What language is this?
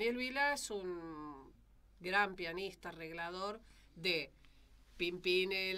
Spanish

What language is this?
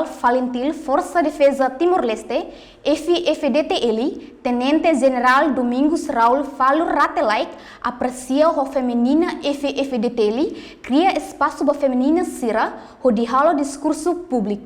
Tetum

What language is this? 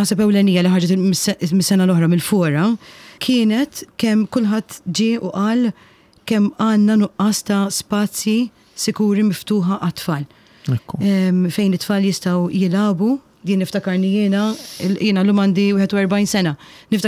Maltese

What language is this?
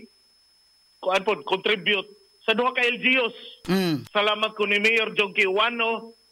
Cebuano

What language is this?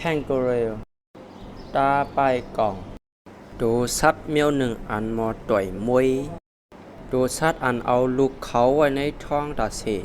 Shan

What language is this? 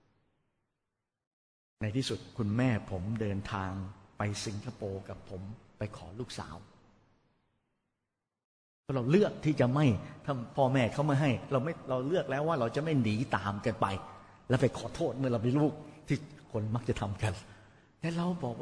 Thai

